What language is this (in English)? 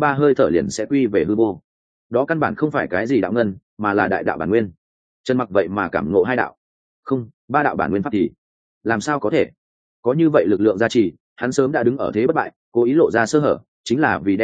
Vietnamese